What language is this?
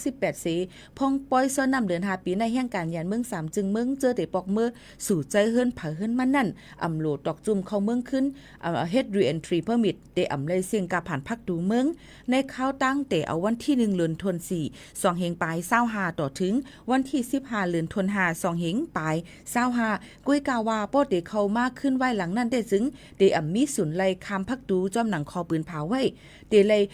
Shan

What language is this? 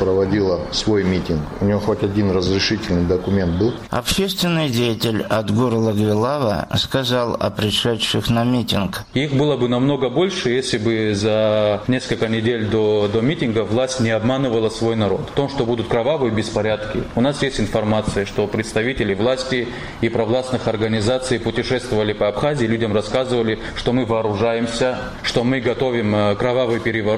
Russian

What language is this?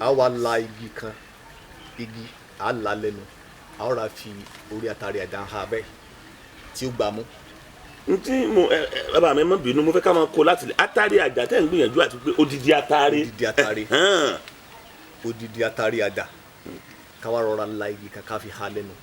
Yoruba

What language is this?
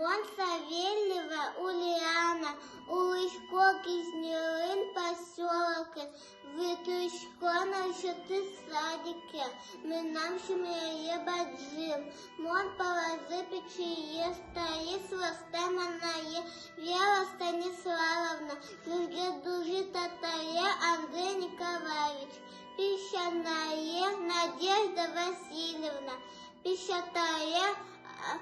Udmurt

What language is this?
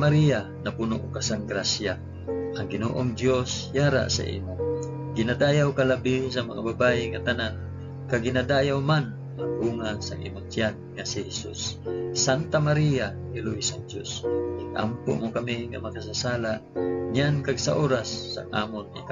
Hiligaynon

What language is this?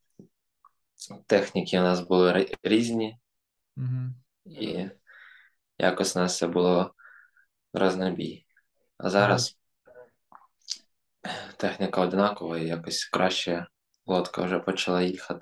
Ukrainian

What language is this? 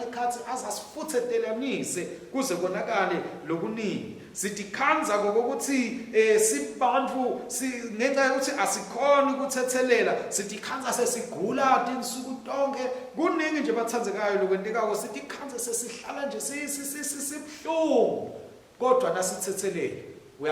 Swati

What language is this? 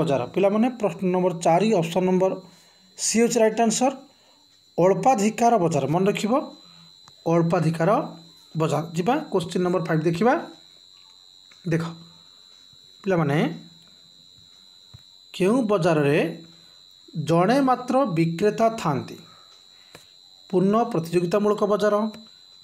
Odia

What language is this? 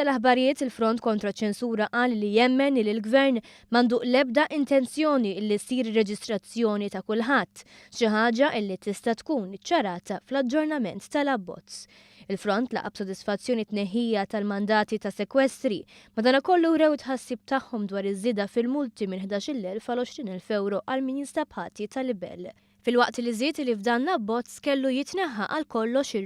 Maltese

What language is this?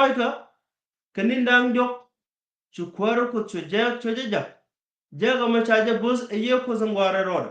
Nuer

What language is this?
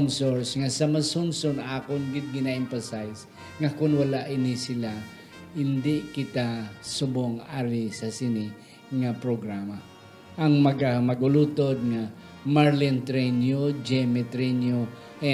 Hiligaynon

